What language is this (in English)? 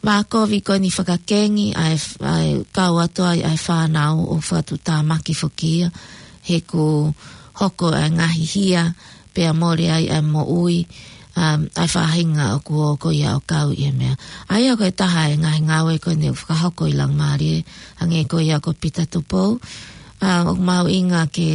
Tongan